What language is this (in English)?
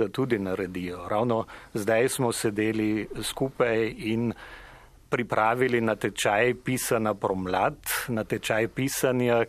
Slovenian